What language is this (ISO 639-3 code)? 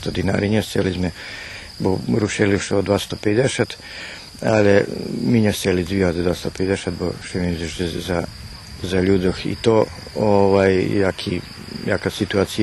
rue